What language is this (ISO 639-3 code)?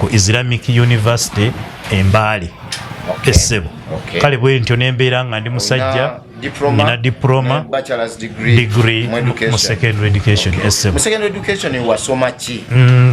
lug